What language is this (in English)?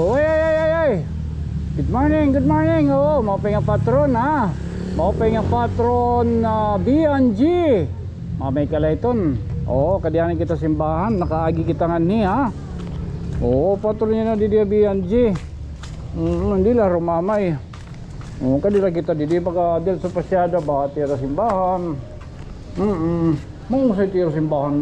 Waray